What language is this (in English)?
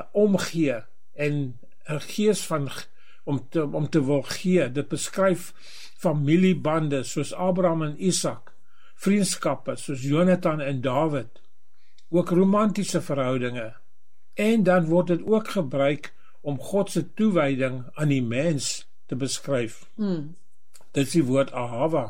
Afrikaans